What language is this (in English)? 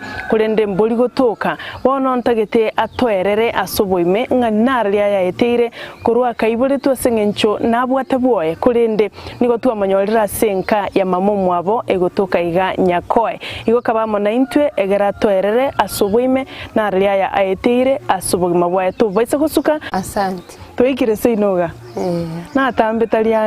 Gusii